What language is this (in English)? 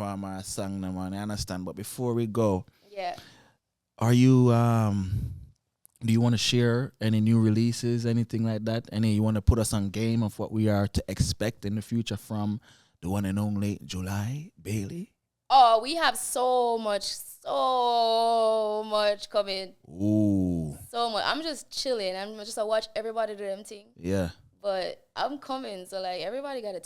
Jamaican Creole English